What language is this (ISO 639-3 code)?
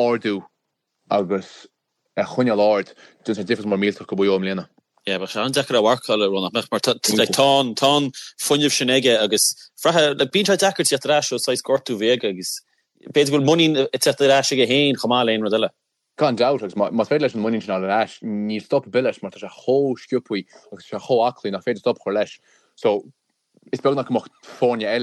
gle